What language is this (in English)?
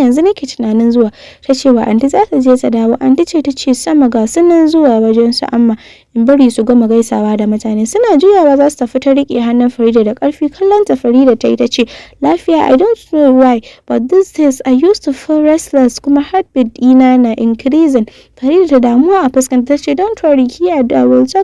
Hausa